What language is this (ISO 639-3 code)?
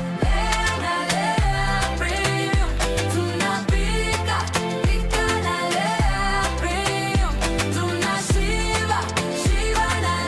mer